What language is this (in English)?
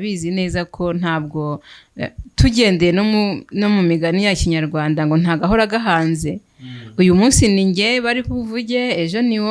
Kinyarwanda